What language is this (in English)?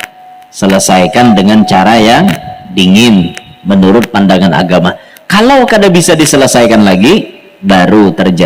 Banjar